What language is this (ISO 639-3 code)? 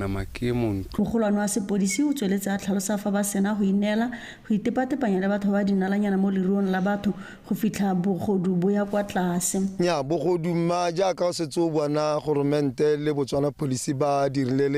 tsn